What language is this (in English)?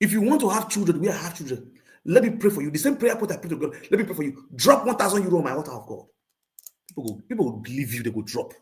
Nigerian Pidgin